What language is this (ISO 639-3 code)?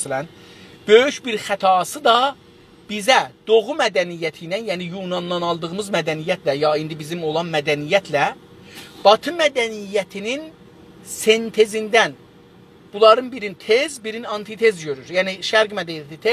azb